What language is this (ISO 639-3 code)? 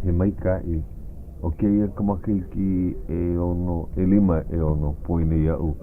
haw